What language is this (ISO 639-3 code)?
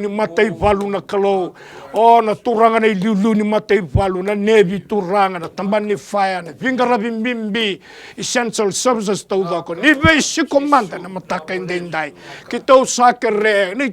fij